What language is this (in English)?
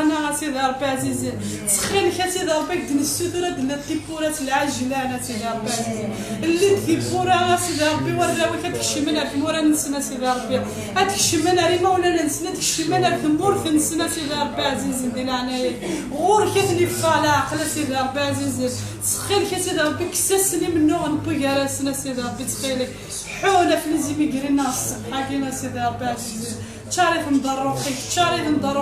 Kabyle